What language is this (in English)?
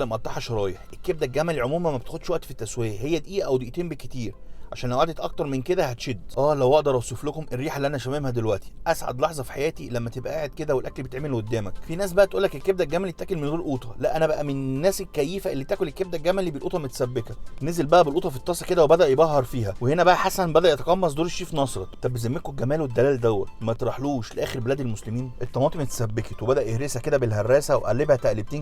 Egyptian Arabic